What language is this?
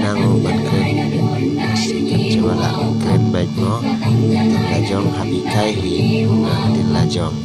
Khasi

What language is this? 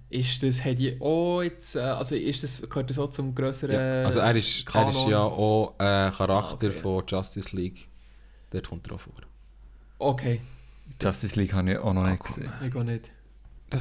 Swiss German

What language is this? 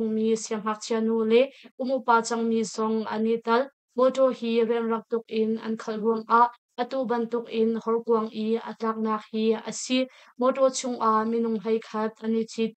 Hakha Chin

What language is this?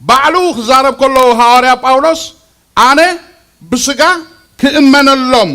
Tigrinya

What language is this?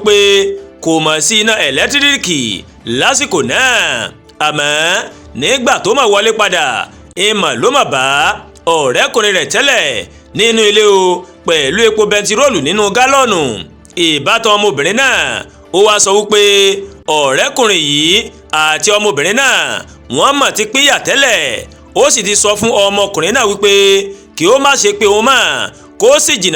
Yoruba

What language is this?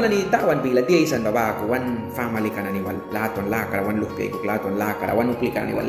Mískito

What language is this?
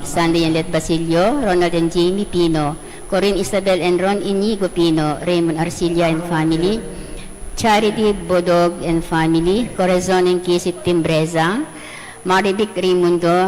Pampanga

